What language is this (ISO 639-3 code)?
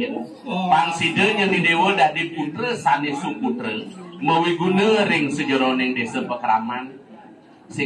ban